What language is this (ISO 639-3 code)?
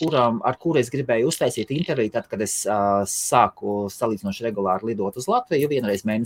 lav